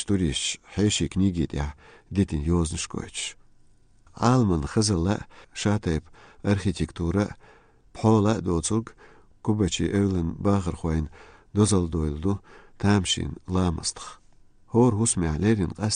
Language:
Chechen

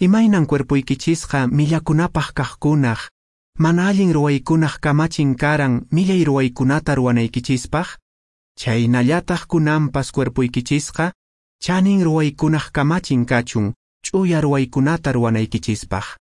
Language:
Quechua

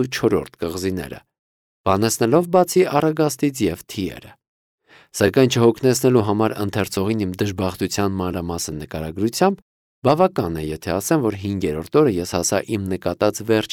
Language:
Armenian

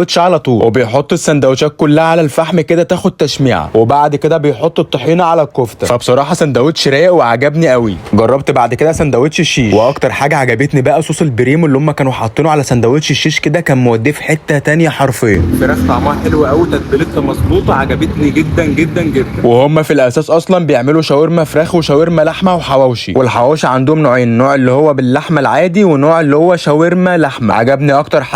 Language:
Egyptian Arabic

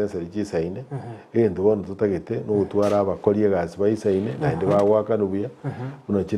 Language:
Gusii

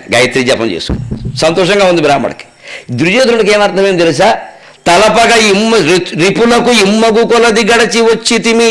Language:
Telugu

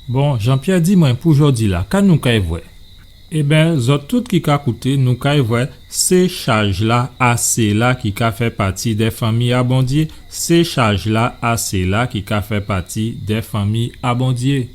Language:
Guadeloupean Creole French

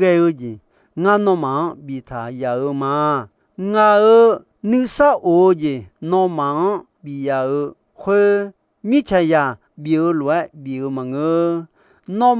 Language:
Akha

